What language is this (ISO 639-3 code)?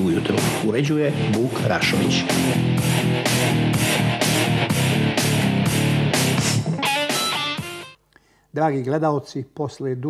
srp